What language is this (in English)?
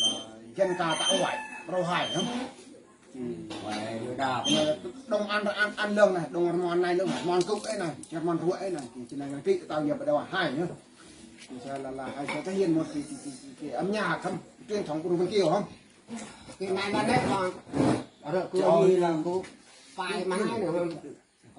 Eastern Bru